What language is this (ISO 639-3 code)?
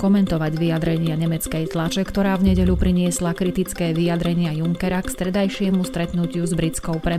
slk